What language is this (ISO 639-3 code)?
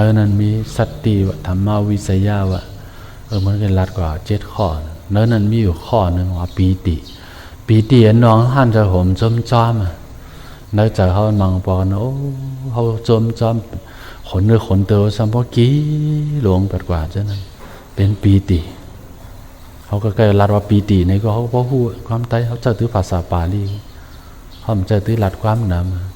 shn